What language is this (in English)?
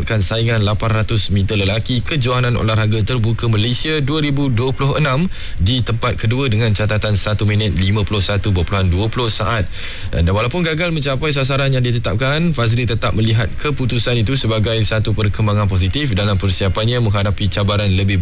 Malay